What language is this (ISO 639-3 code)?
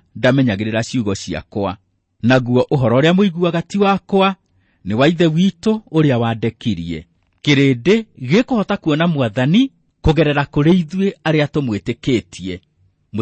kik